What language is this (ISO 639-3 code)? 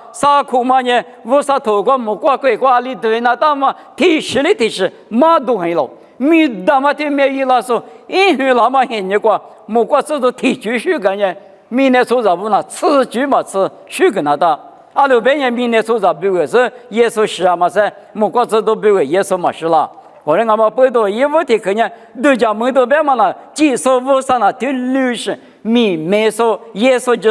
lis